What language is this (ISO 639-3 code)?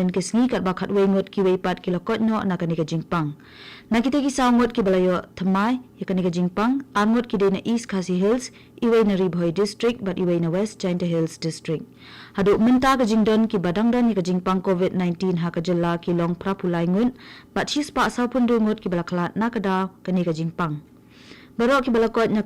kha